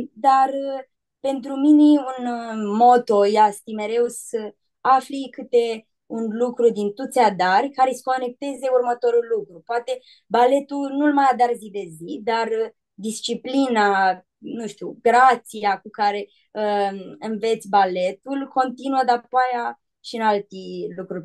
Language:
Aromanian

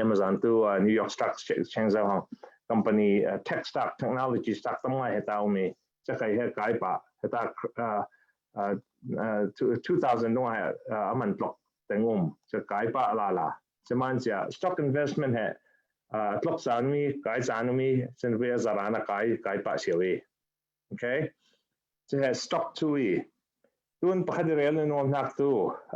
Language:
Falam Chin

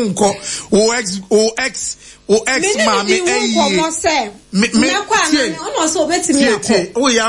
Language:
Akan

